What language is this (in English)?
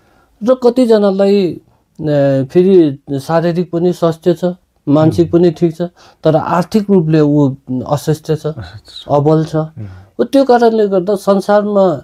Nepali